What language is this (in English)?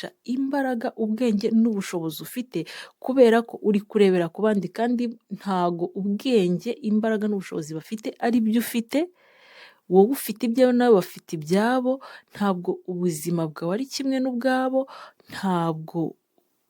Kinyarwanda